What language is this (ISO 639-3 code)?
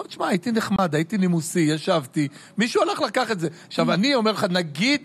heb